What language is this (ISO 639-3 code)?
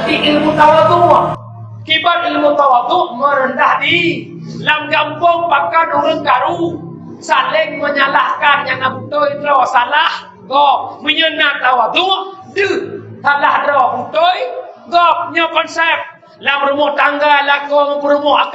ace